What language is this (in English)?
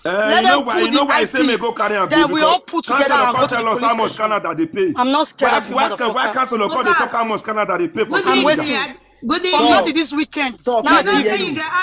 Nigerian Pidgin